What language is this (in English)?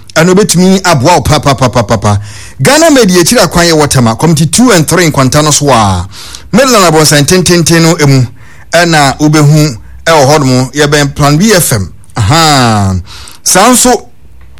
Akan